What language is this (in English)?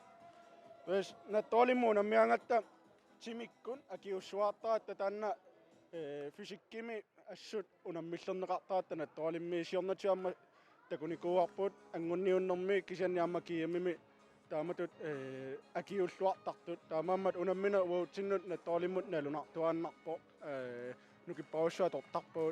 Kalaallisut